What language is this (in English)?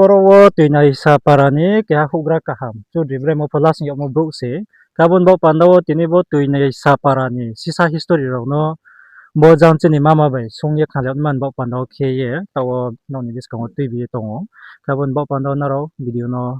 Riang (India)